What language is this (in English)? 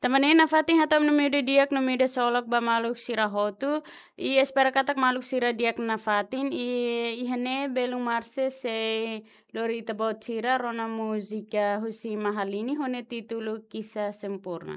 Tetum